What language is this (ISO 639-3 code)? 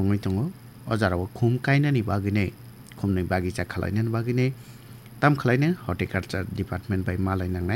trp